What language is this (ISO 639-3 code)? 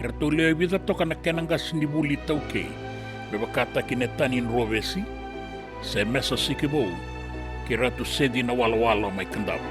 fij